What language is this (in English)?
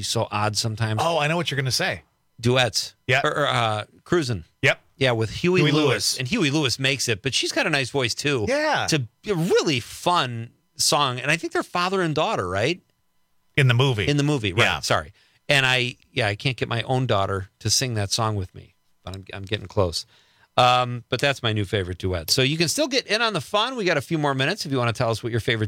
English